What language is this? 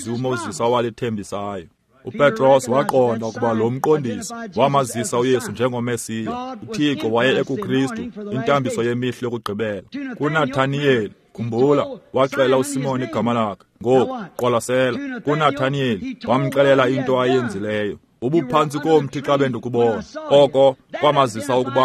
Xhosa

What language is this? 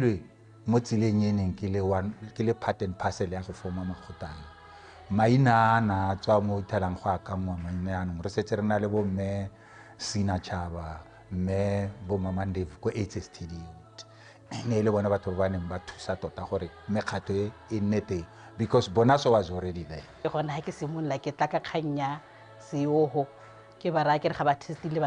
Tswana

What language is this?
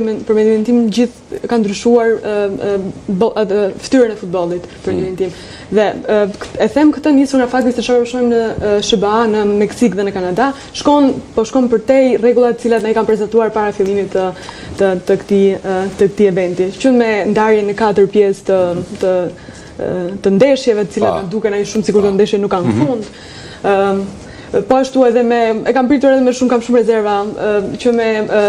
Albanian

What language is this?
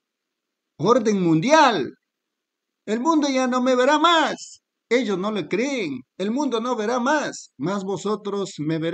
Spanish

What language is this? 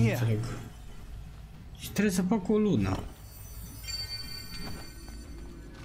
Romanian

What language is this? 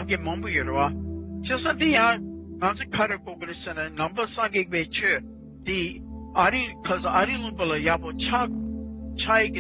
Tibetan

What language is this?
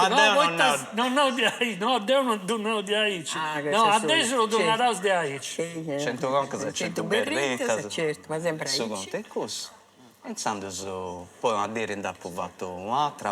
Sardinian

